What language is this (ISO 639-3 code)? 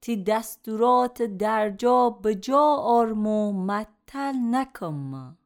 glk